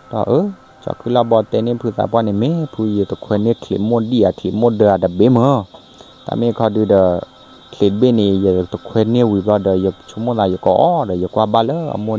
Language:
S'gaw Karen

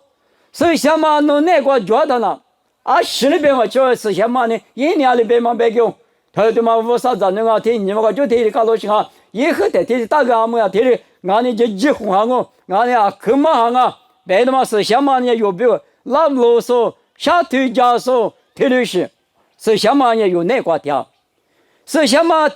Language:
Lisu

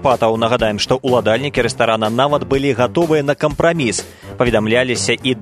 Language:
Belarusian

